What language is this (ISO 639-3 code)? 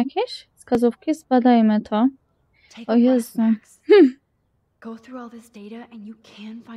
pol